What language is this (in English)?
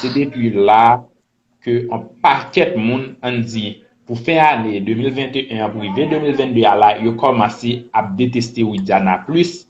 Haitian Creole